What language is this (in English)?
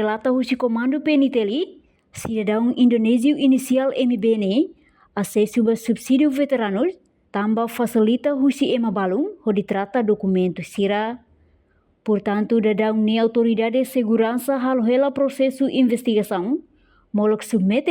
Tetum